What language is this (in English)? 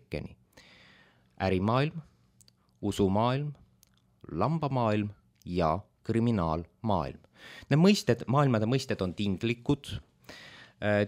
Estonian